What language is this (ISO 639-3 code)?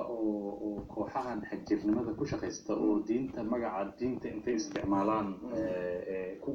som